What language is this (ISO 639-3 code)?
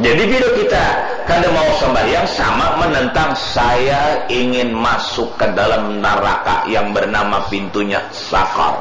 bjn